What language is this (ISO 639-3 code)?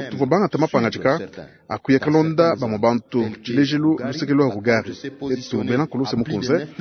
lua